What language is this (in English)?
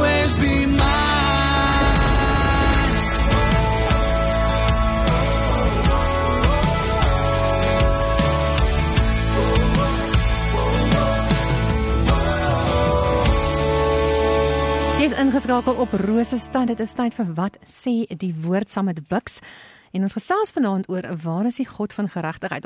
Afrikaans